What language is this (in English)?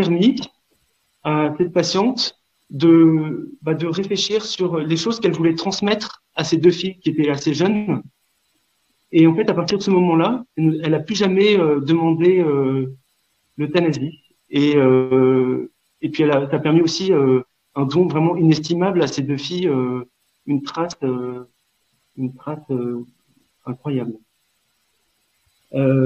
French